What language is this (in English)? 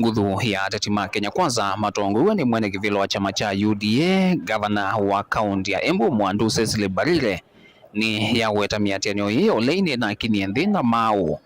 Kamba